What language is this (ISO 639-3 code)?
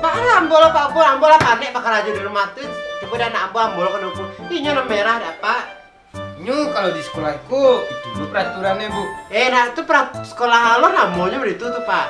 min